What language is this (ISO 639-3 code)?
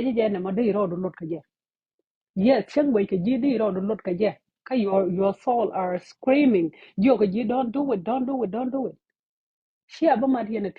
nus